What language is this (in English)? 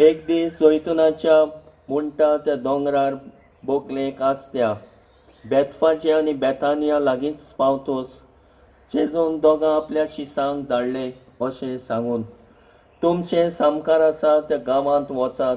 Konkani